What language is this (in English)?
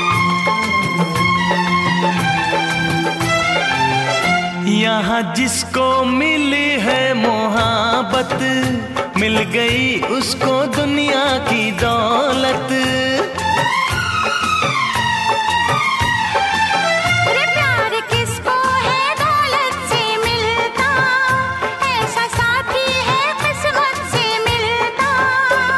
Hindi